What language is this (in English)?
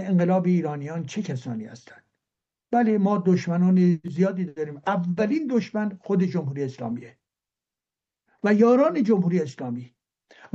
Persian